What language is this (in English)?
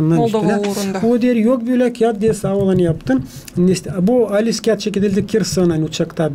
Gagauz